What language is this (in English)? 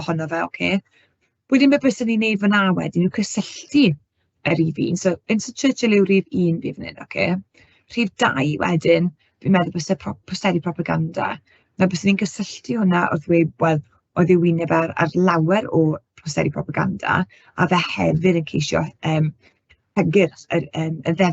Welsh